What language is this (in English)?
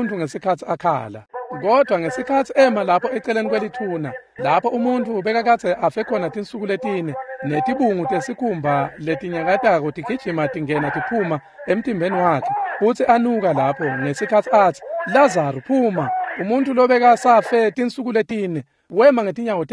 Swati